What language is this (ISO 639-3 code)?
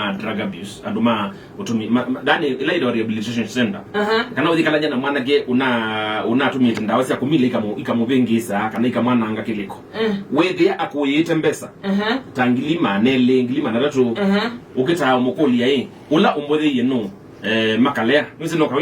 kam